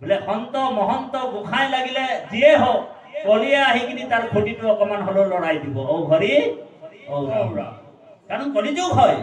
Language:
Assamese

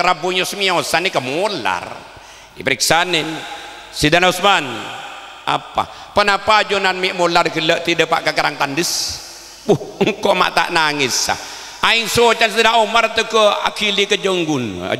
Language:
Madurese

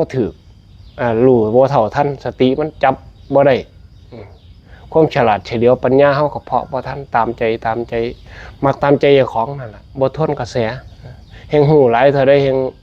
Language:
Northeastern Thai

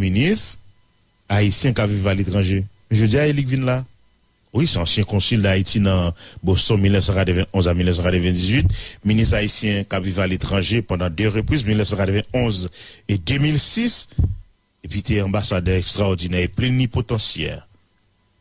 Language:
Haitian Creole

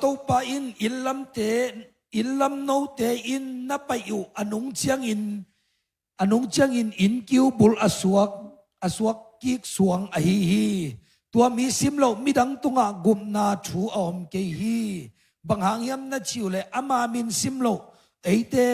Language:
Tedim Chin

